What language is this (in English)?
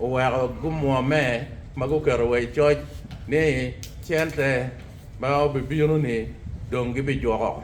Acoli